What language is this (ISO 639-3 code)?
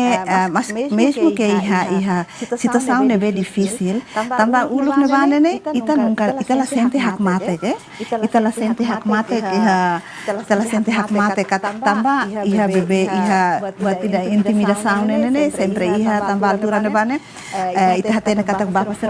tet